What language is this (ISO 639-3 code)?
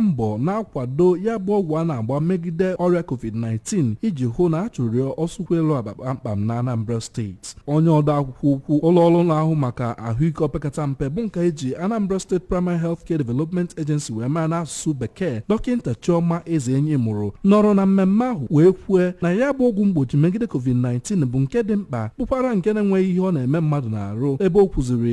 ibo